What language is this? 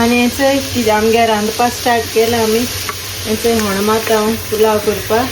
Konkani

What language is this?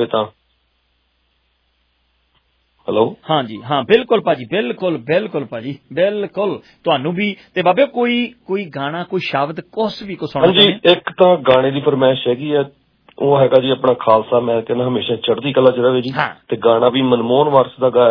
Punjabi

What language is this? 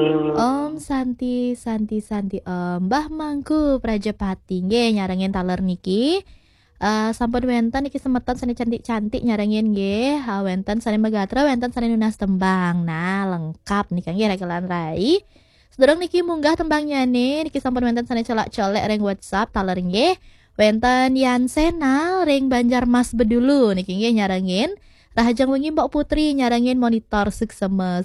Balinese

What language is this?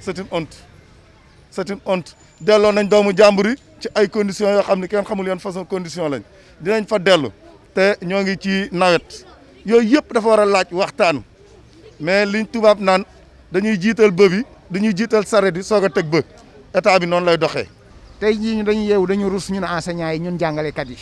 Wolof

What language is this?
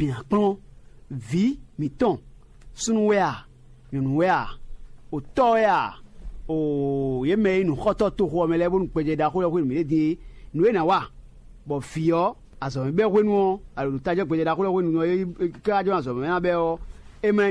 Fon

